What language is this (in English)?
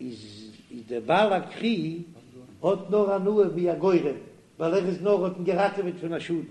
Yiddish